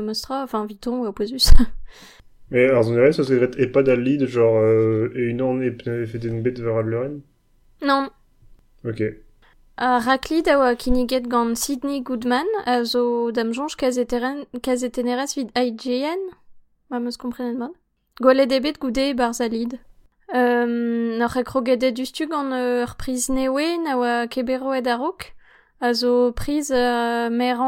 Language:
Breton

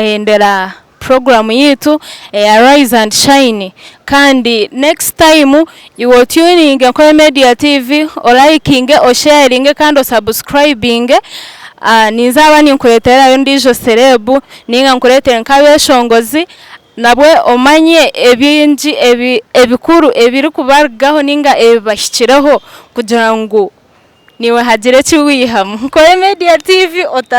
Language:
Nyankole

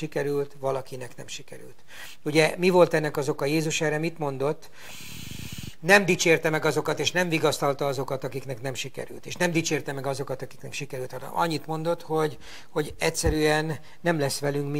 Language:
Hungarian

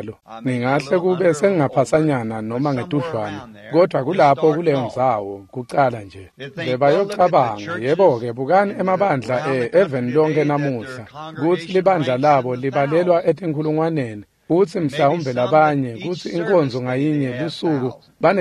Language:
Swati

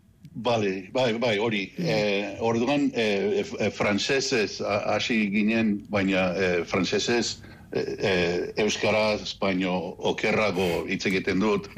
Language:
Basque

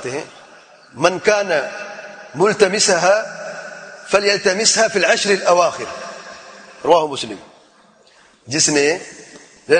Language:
Urdu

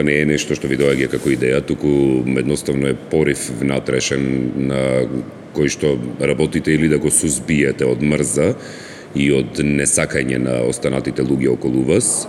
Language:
Macedonian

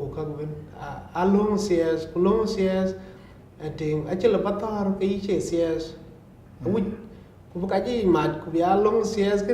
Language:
Dinka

